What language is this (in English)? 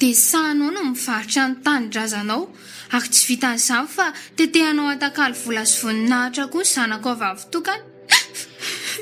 Malagasy